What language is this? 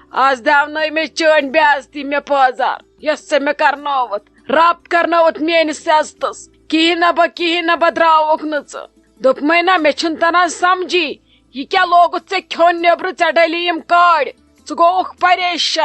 Kashmiri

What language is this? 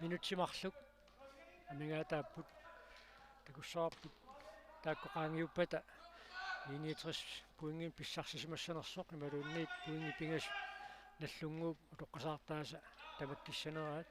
Kalaallisut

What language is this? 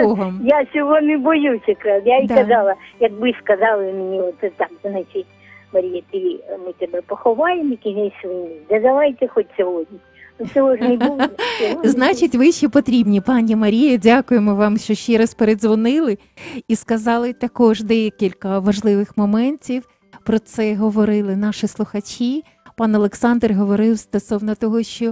Ukrainian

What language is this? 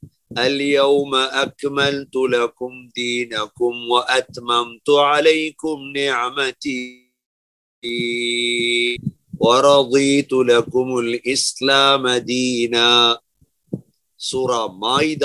Tamil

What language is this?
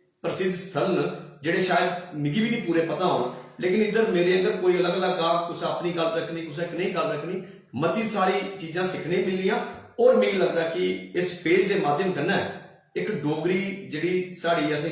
Dogri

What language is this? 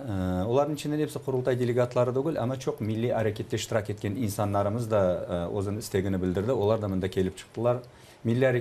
Crimean Tatar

